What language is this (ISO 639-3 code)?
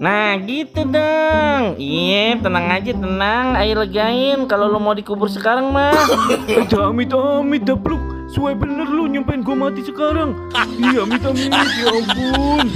bew